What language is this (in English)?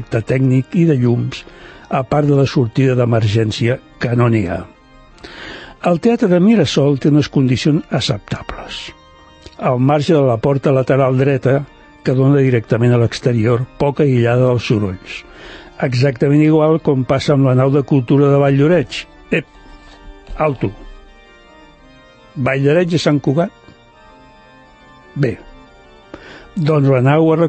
Catalan